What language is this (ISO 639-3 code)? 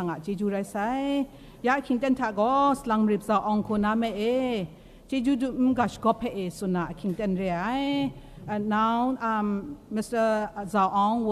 kac